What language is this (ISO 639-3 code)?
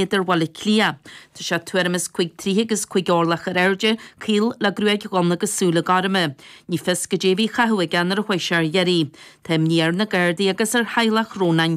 gle